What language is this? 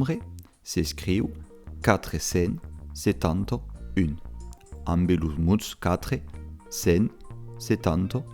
Occitan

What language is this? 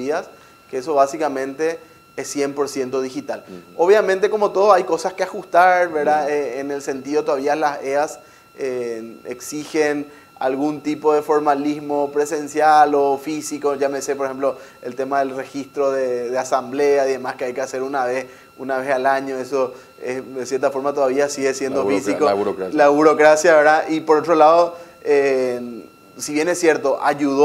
Spanish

